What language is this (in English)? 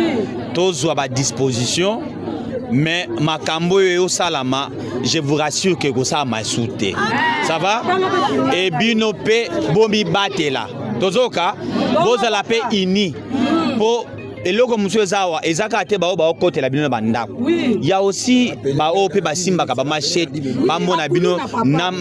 Lingala